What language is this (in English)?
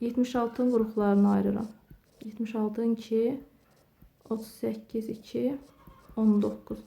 Azerbaijani